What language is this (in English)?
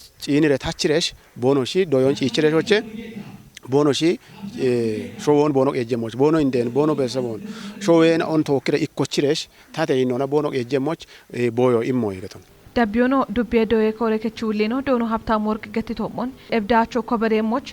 Kafa